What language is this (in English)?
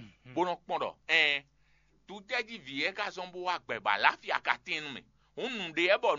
Fon